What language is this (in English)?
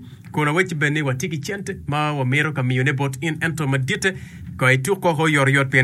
Acoli